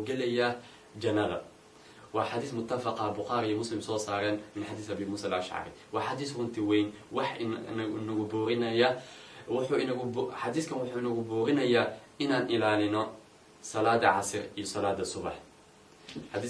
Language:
Somali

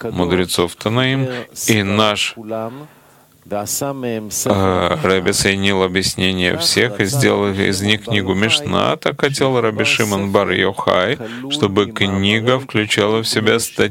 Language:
Russian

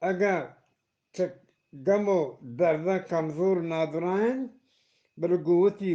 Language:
Eastern Balochi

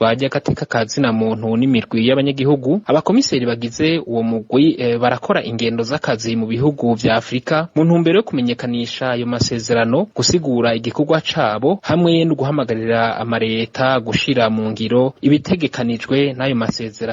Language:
Rundi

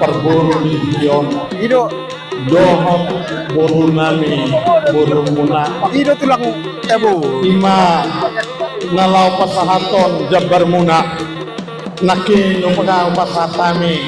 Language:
Batak Toba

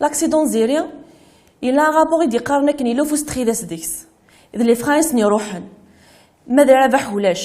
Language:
Kabyle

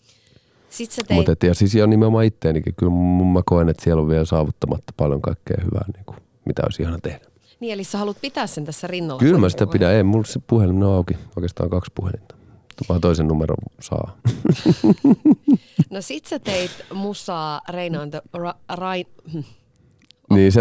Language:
Finnish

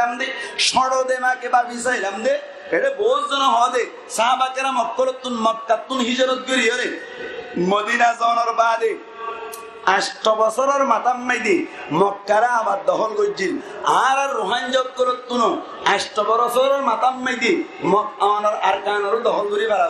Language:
Rohingya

